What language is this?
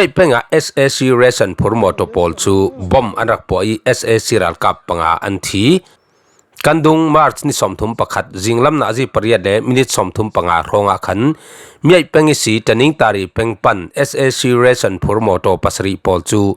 Falam Chin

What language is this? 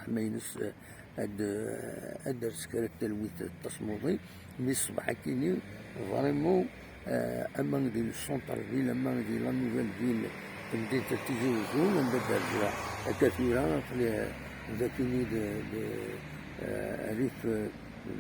Kabyle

